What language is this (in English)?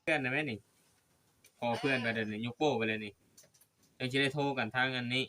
Lao